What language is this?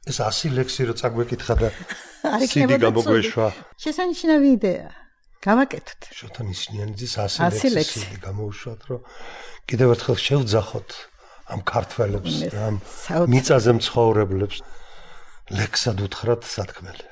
Georgian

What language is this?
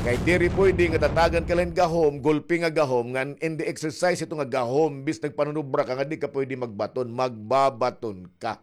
Waray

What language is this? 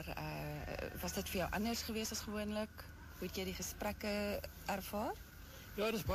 Afrikaans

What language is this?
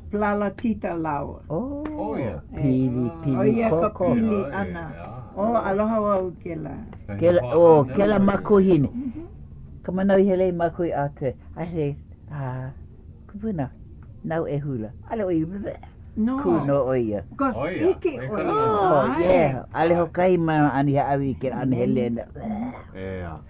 Hawaiian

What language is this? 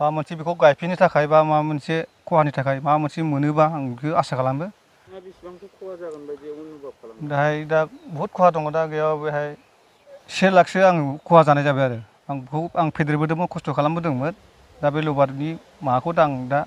Bodo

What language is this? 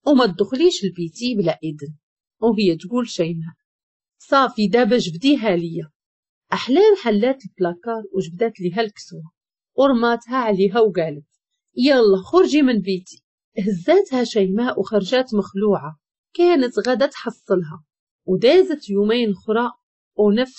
Moroccan Arabic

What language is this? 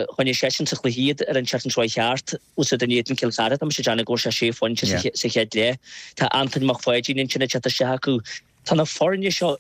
Irish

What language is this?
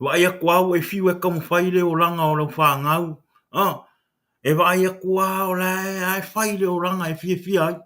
Samoan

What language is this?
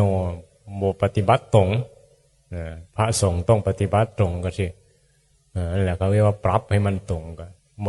Northeastern Thai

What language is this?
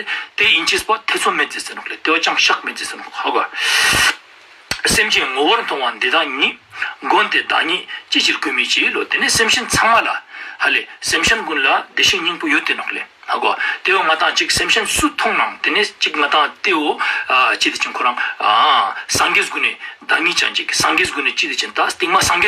Ladakhi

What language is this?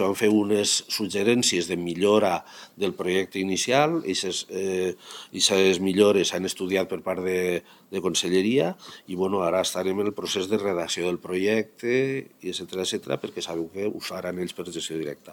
Catalan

